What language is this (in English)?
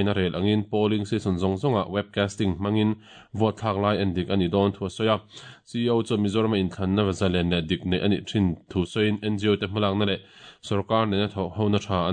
Mizo